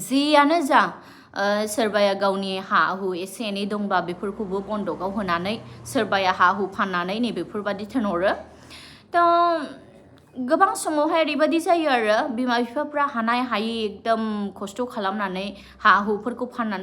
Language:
Bodo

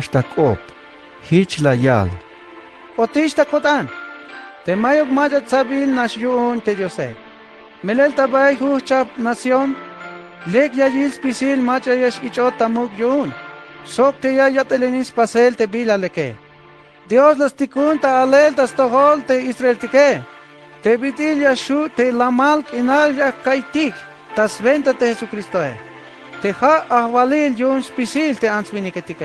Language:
Tzeltal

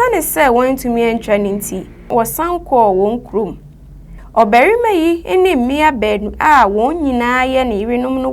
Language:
Akan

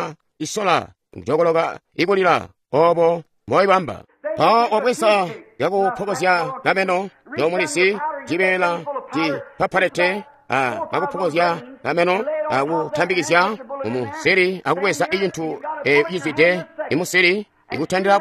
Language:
Tonga (Zambia)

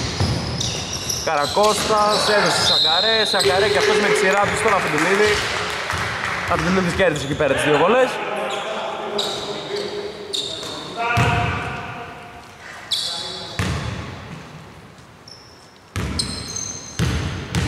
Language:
Greek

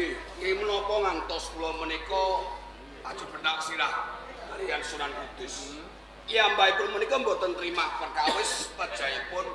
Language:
Javanese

